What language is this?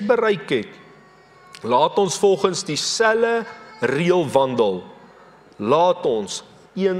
Afrikaans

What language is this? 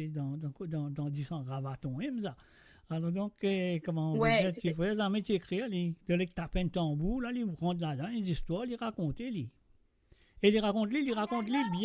Morisyen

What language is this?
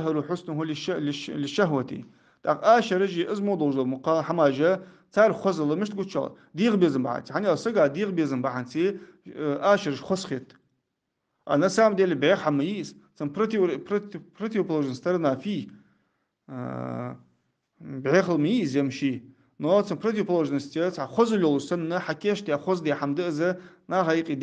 Ingush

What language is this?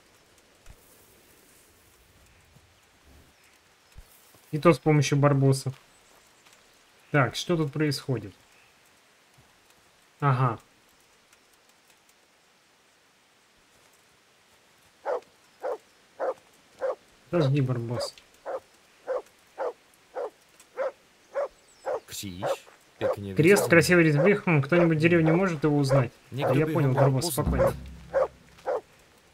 Russian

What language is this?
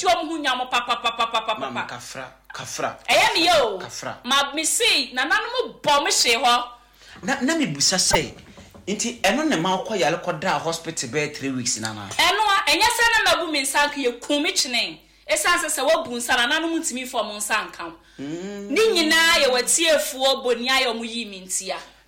Akan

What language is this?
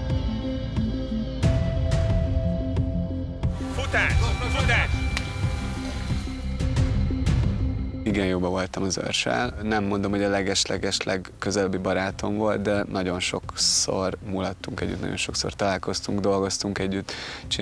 Hungarian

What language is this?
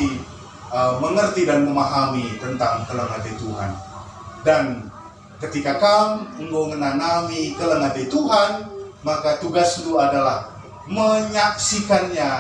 Batak Karo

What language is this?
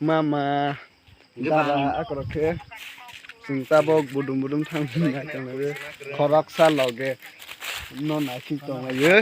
Kok Borok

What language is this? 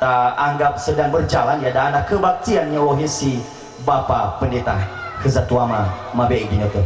Nias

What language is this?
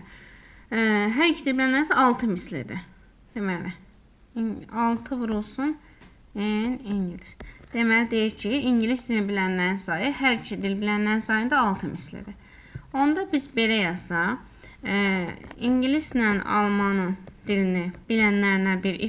Azerbaijani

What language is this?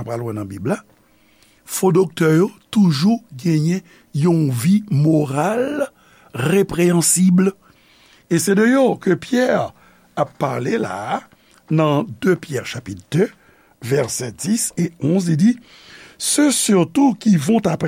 Haitian Creole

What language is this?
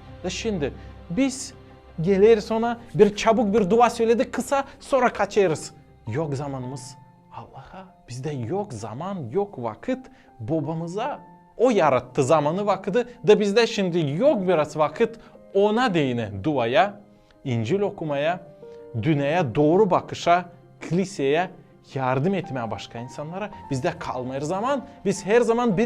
Gagauz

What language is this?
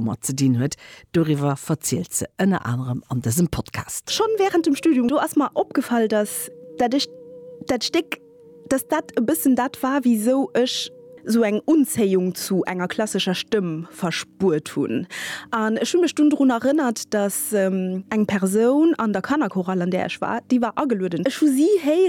Luxembourgish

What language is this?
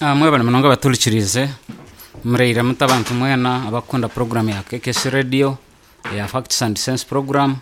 Nyoro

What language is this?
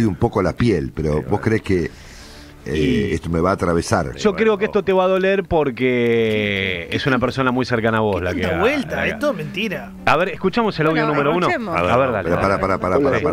Spanish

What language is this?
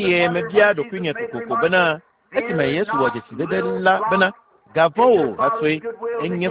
Ewe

